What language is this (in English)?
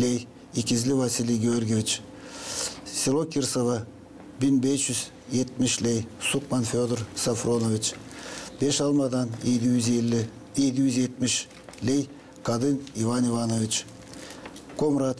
Gagauz